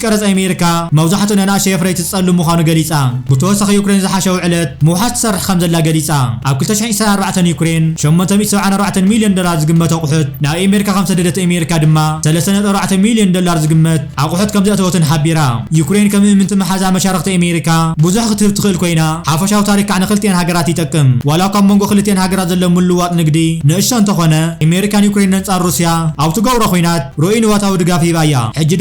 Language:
Tigrinya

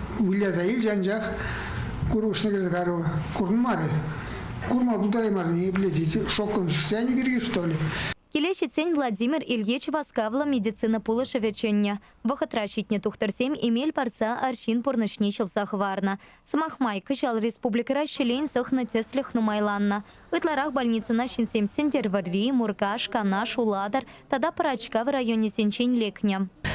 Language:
Chuvash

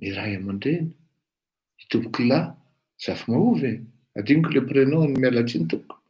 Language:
Malagasy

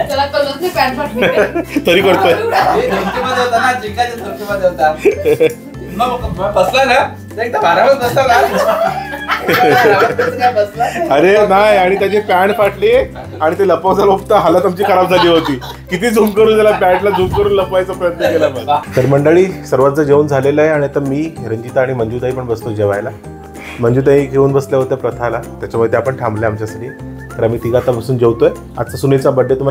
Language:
Marathi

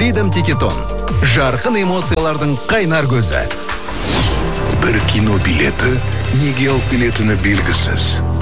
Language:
Kazakh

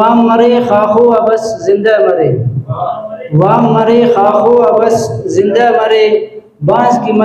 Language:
Brahui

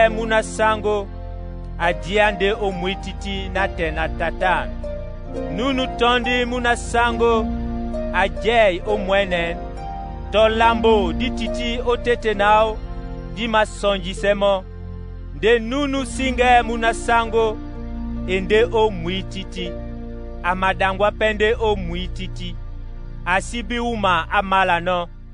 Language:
Duala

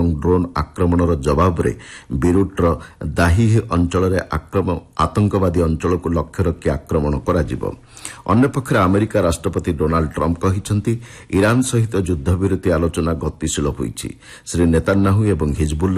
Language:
Odia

